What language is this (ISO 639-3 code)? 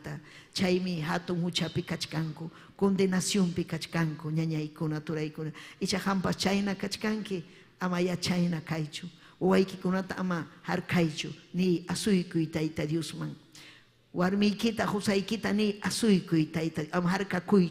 quy